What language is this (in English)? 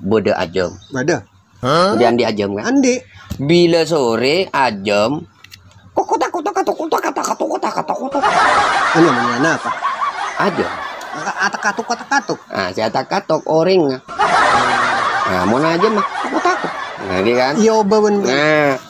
Madurese